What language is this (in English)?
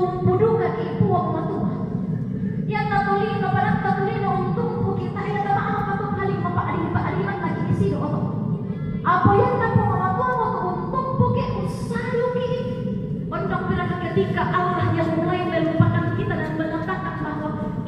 Toraja-Sa'dan